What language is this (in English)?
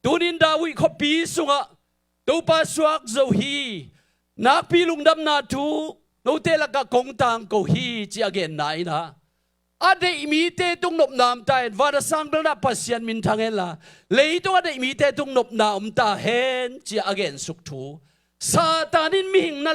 Tedim Chin